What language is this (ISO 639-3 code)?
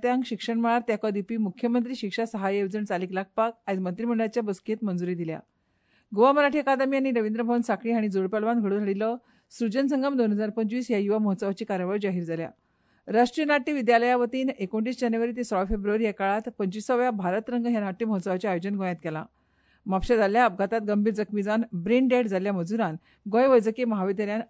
kok